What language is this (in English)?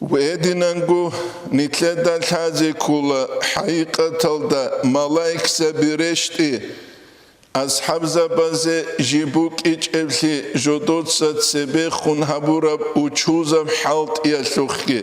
Avaric